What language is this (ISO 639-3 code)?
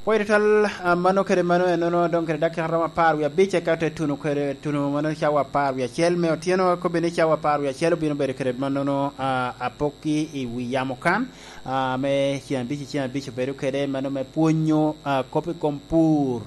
laj